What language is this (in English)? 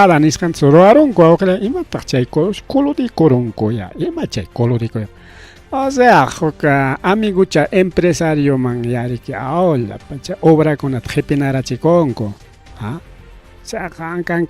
Ayacucho Quechua